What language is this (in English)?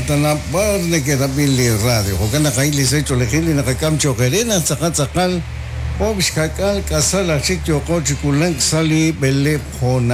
Kekchí